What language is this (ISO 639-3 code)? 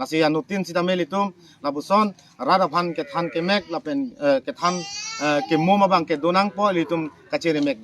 mjw